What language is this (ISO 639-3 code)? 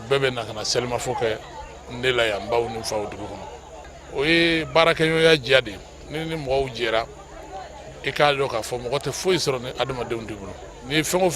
bam